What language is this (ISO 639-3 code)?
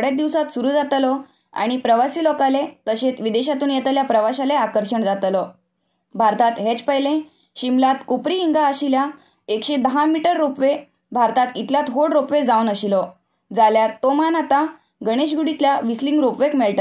kok